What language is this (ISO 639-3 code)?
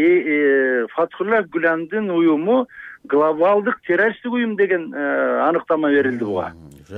kir